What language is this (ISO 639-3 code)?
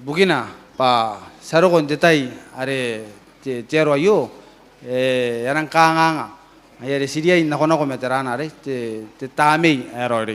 gil